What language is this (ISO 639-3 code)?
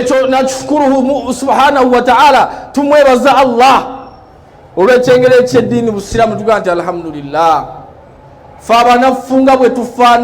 lug